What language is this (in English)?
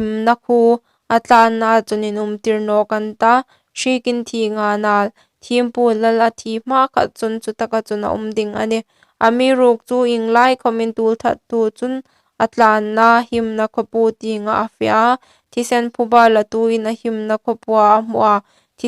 Hmar